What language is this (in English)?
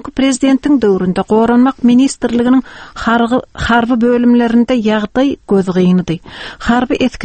Turkmen